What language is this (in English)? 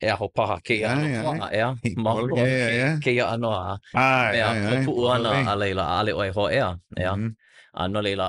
Hawaiian